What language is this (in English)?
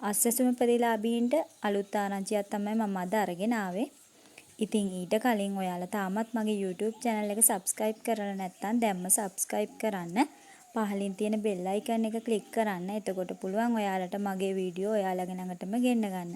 Sinhala